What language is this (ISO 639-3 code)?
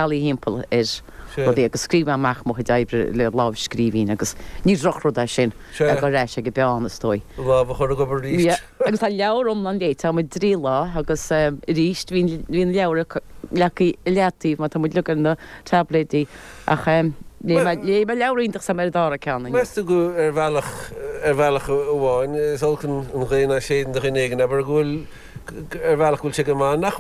gle